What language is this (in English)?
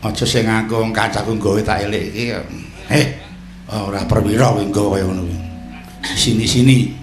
Javanese